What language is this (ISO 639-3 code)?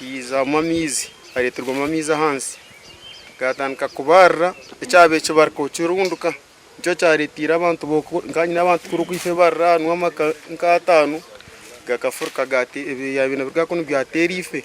nyn